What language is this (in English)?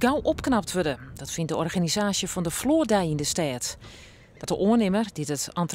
Western Frisian